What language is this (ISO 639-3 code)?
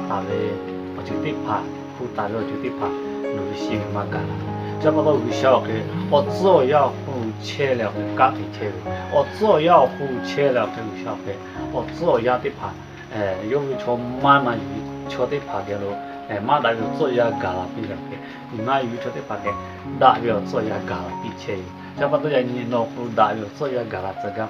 lhu